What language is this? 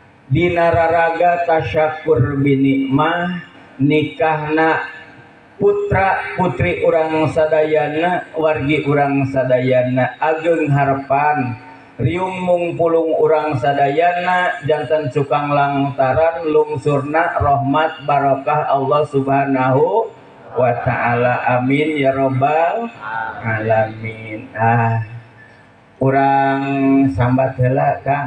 Sundanese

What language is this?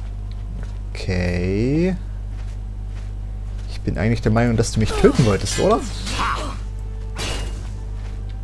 German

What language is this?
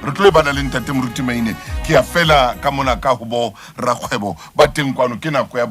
Southern Sotho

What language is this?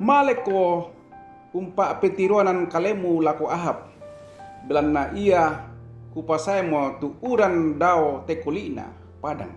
Toraja-Sa'dan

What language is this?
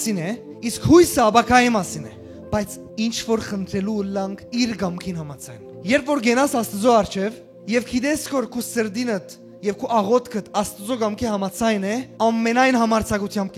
Western Armenian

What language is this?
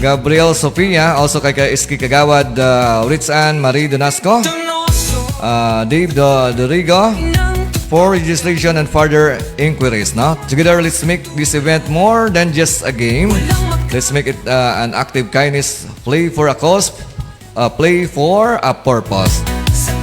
Hiligaynon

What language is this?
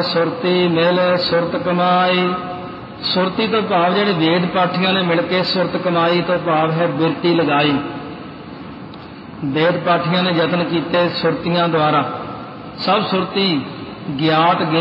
Punjabi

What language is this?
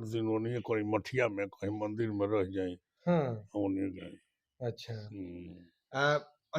Bhojpuri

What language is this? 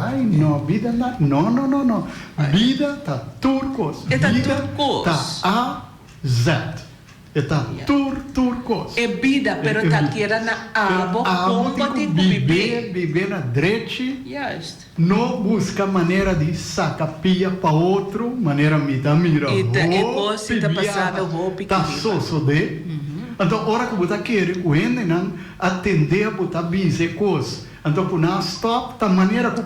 Papiamento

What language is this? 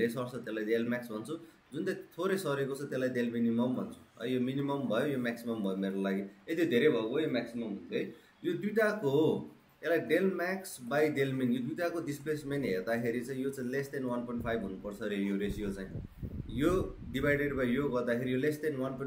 Nepali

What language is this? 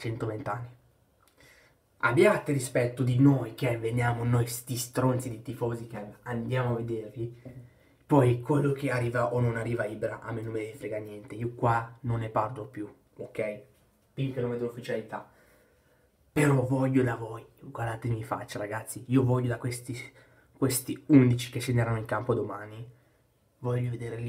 Italian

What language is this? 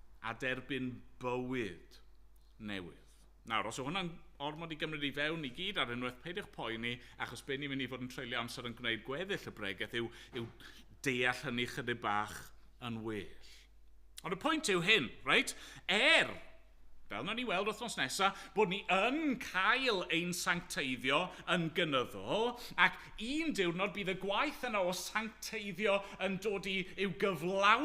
Welsh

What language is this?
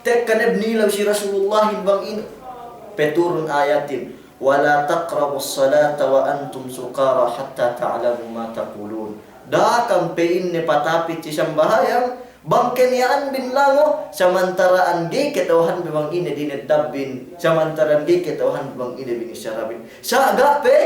Yakan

